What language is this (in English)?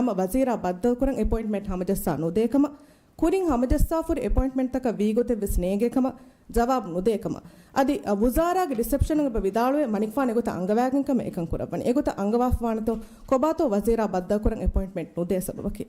Divehi